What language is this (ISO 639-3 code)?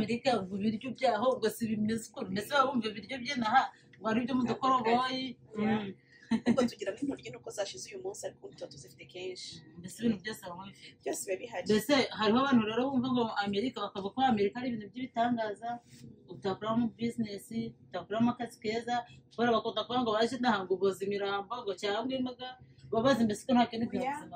kin